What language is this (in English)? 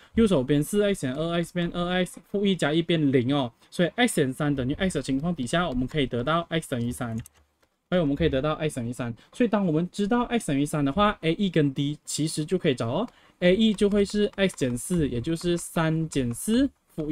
Chinese